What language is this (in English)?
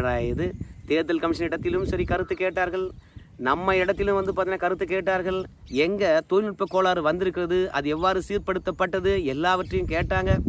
Tamil